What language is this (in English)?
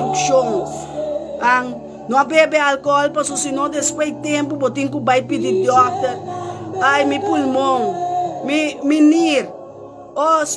Papiamento